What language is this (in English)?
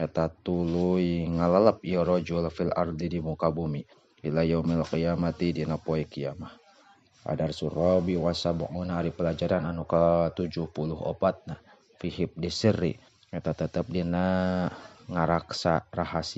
Sundanese